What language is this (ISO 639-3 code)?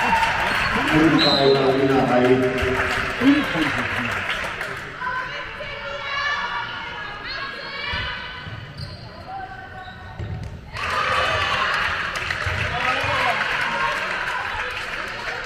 deu